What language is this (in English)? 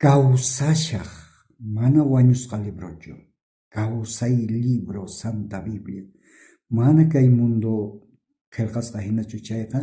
South Bolivian Quechua